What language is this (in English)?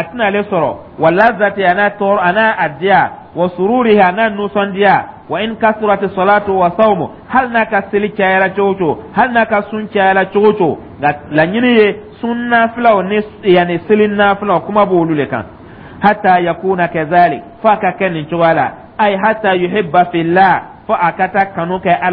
Dyula